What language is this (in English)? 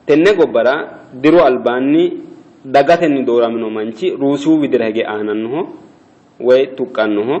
Sidamo